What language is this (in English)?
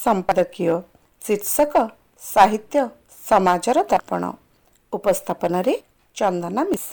Odia